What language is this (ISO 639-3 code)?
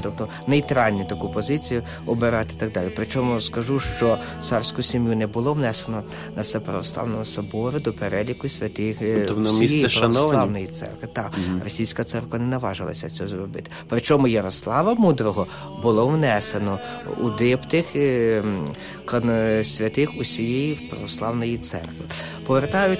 ukr